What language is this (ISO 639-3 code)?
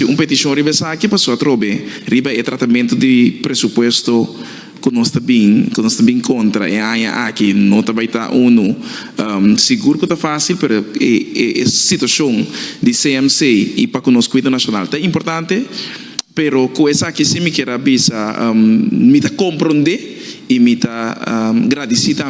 pap